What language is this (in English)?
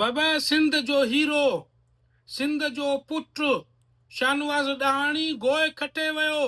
Sindhi